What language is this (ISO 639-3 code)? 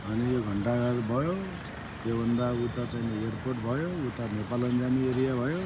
nep